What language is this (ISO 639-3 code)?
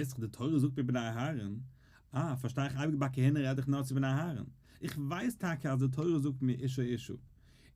yid